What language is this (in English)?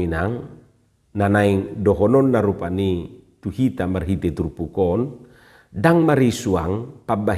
Batak Toba